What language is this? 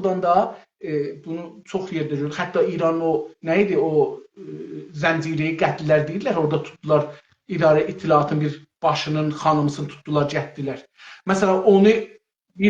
South Azerbaijani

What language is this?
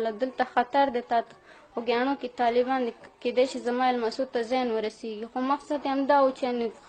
Pashto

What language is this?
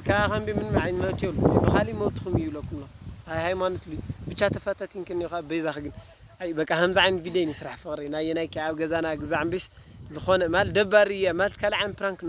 Tigrinya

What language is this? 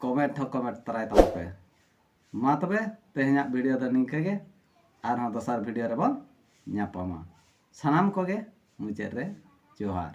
Santali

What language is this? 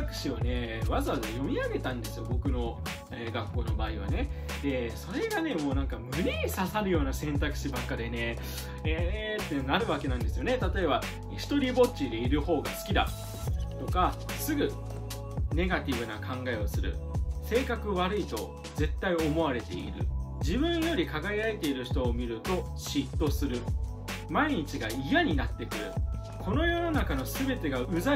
Japanese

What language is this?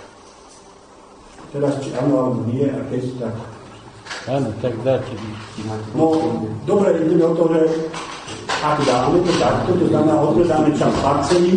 Slovak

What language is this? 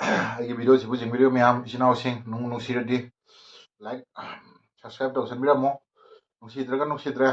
Manipuri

